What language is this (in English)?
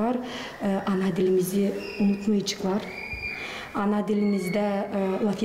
Gagauz